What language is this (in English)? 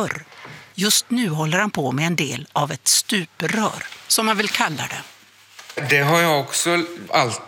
Swedish